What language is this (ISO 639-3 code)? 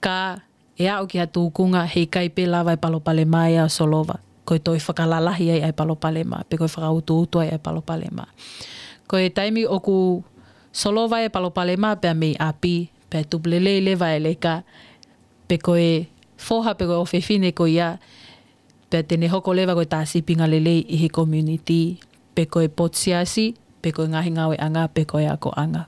ton